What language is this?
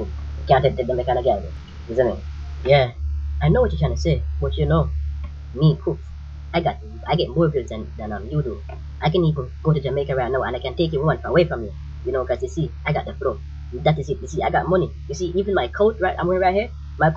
Jamaican Creole English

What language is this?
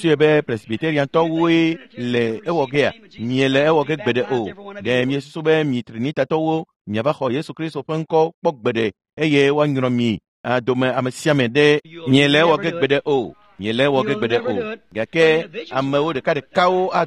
Ewe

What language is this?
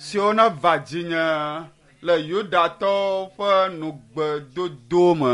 Ewe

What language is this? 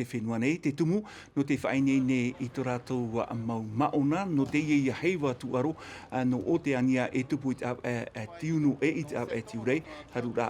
Tahitian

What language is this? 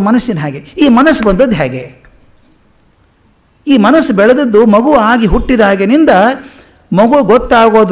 Kannada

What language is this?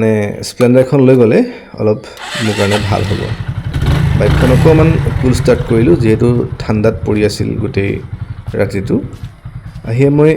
Assamese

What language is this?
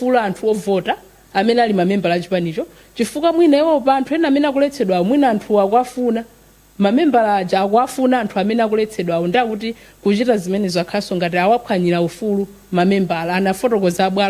Nyanja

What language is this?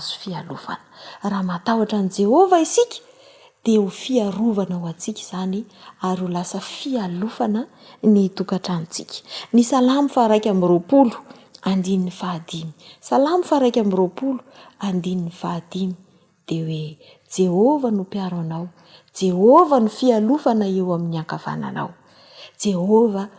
Malagasy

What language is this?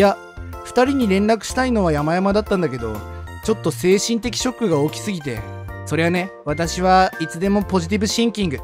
Japanese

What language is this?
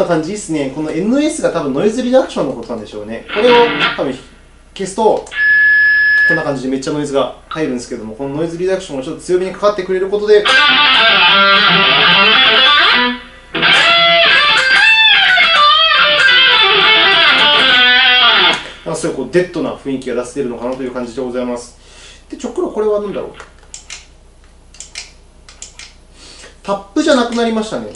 Japanese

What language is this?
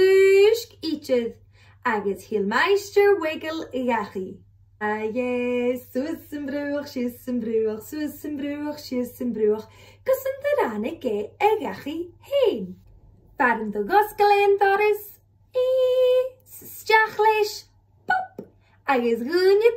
Scottish Gaelic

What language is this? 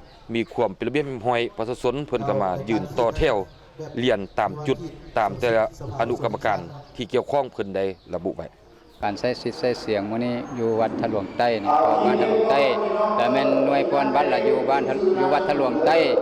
Lao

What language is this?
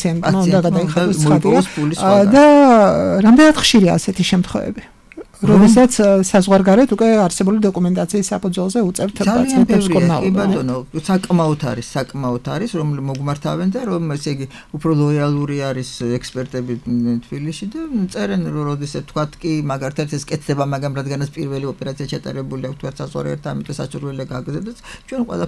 Georgian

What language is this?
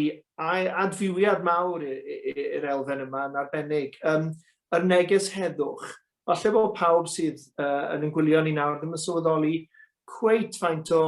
Welsh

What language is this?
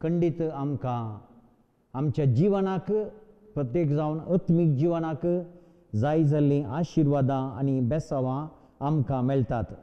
Konkani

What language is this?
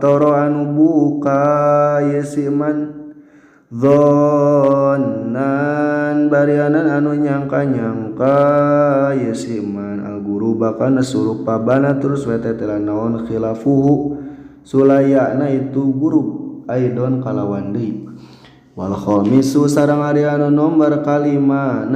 Sundanese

